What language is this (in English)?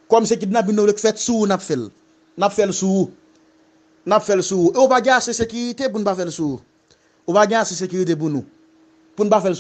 Haitian Creole